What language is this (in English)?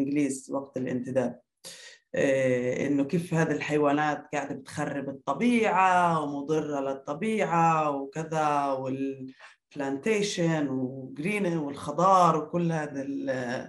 North Levantine Arabic